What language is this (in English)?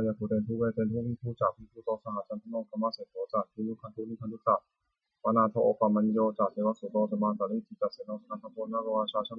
Pali